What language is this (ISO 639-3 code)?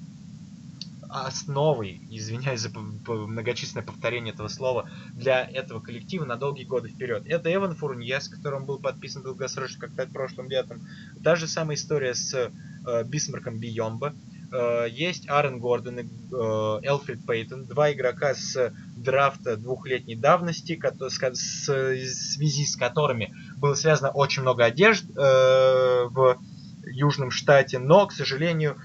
rus